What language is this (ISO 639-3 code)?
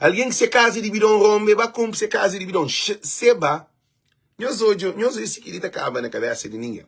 kea